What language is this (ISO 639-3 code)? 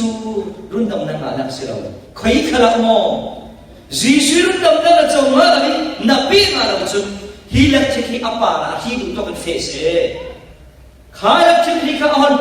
cfm